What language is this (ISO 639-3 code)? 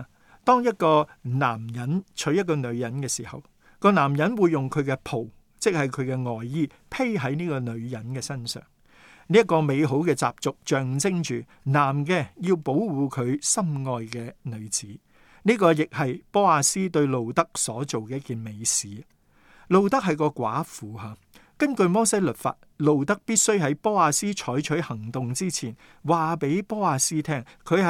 yue